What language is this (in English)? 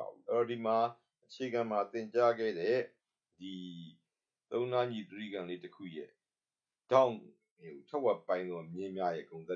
Burmese